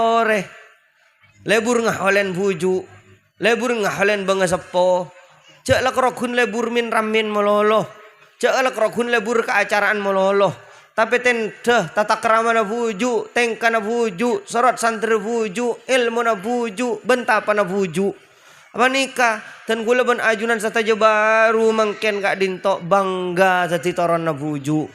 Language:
Madurese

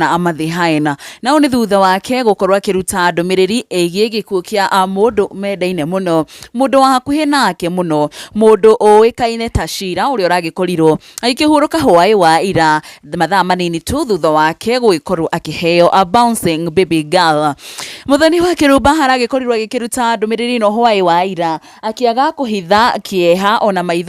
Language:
Kikuyu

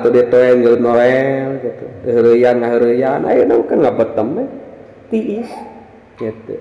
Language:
Sundanese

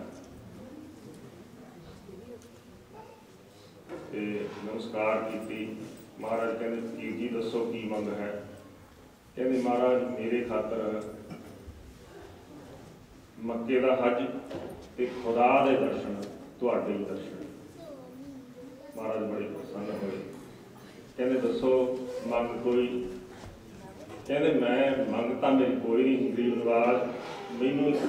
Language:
Punjabi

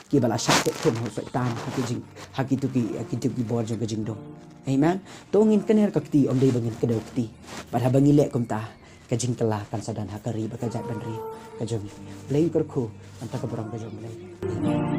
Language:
Khasi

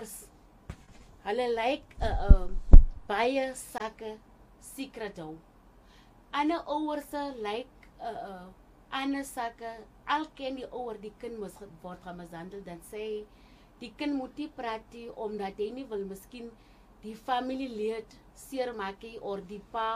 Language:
Afrikaans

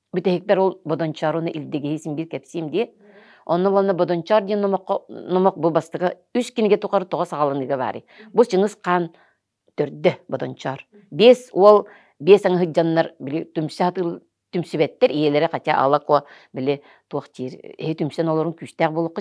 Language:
Yakut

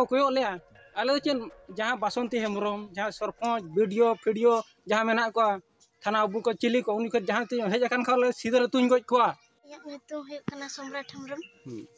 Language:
Santali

